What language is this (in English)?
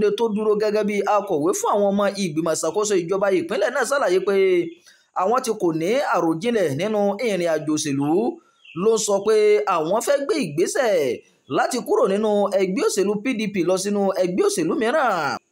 Yoruba